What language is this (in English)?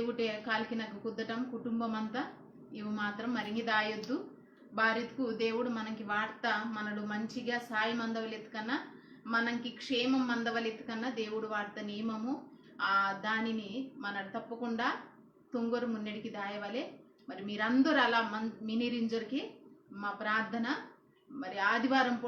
Koya